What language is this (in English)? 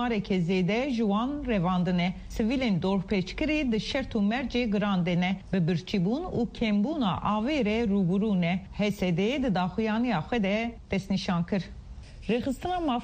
Kurdish